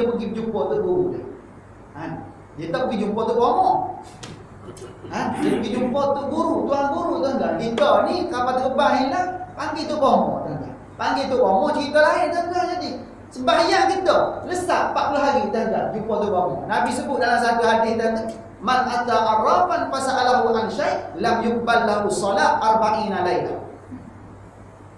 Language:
Malay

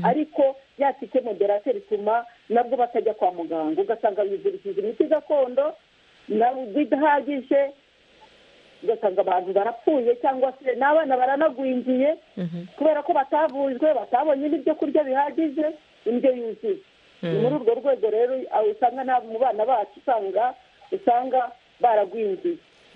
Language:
Kinyarwanda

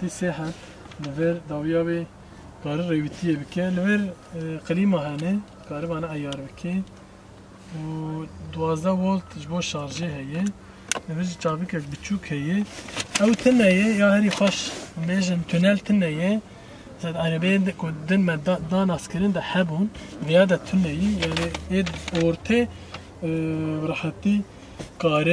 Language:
Kurdish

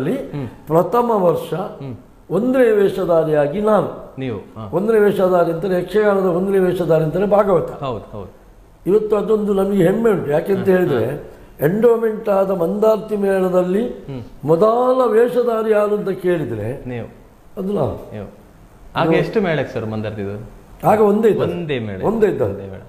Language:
Kannada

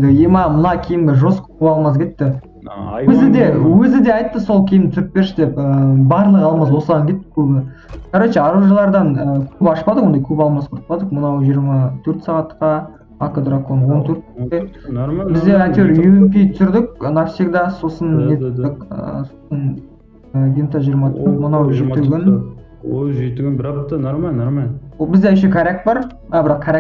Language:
Kazakh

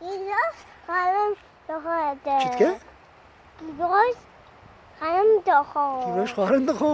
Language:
Kurdish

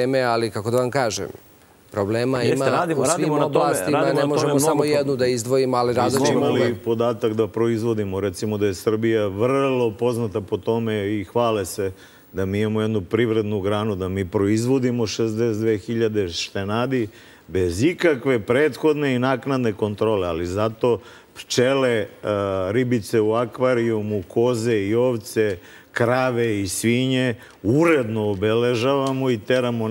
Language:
Serbian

